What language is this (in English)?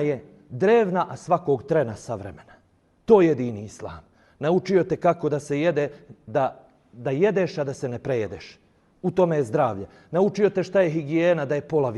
Bosnian